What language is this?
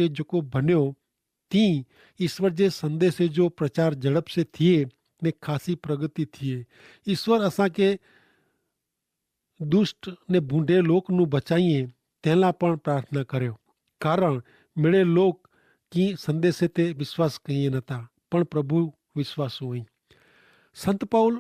Kachhi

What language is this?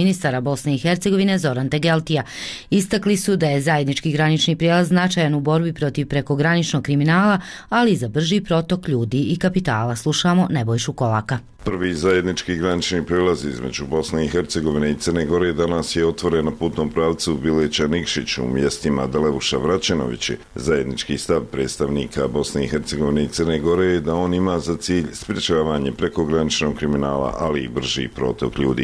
Bosnian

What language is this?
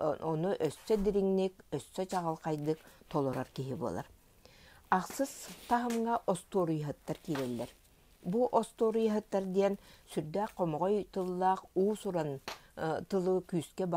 Yakut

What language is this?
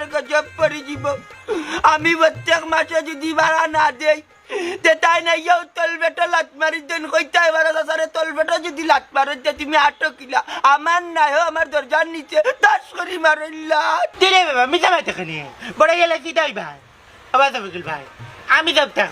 Sylheti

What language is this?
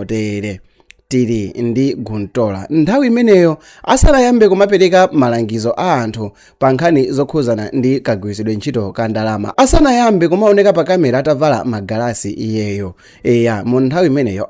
Nyanja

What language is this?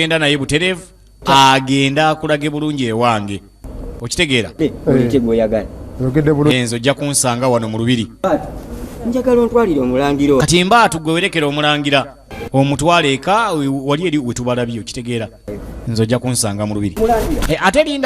Ganda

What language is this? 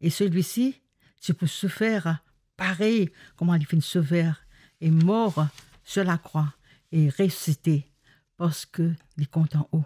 Morisyen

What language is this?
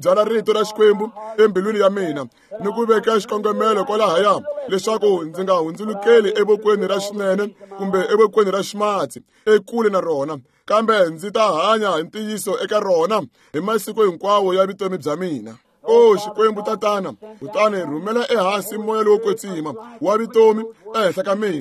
Tsonga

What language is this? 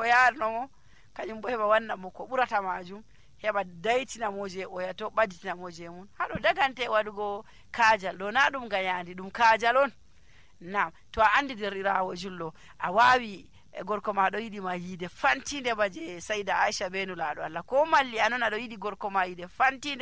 Nigerian Fulfulde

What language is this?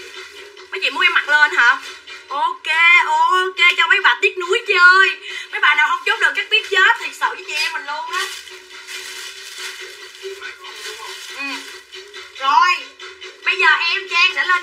Vietnamese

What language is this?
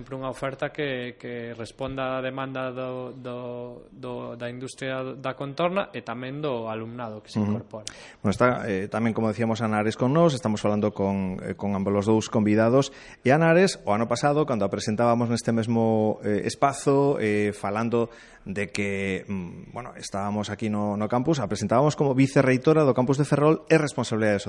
Galician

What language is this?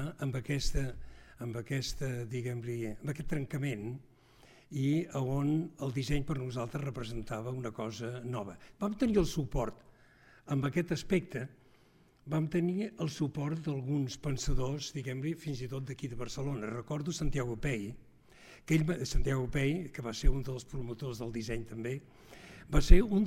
Catalan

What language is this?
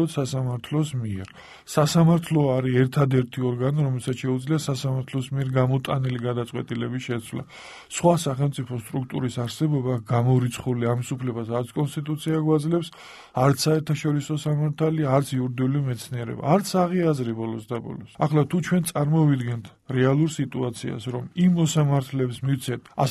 Georgian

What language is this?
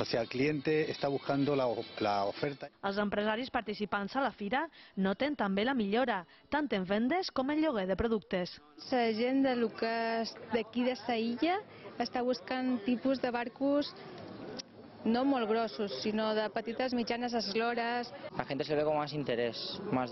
Catalan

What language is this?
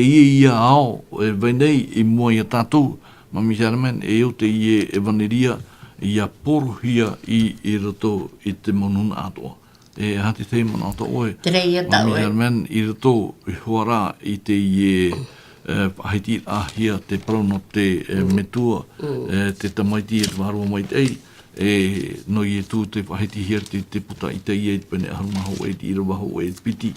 Tahitian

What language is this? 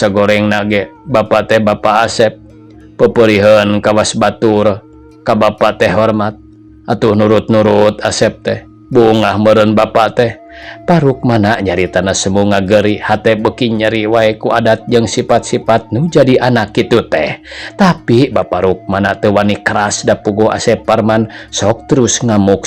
Sundanese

